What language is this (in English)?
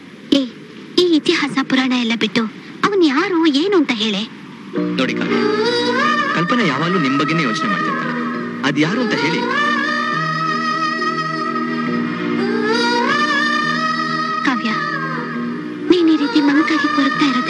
Kannada